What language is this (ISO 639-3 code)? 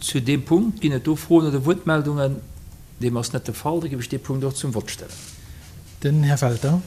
ltz